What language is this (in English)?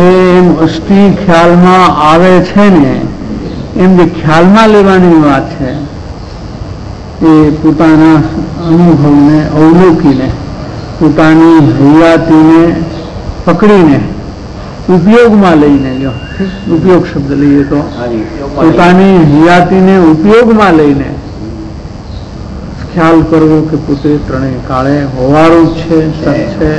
Gujarati